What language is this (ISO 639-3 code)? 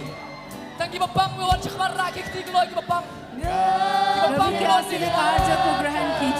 kha